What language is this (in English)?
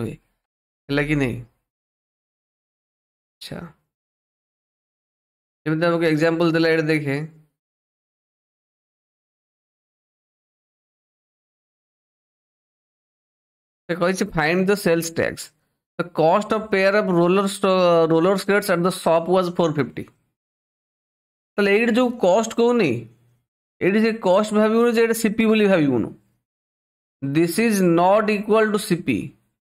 Odia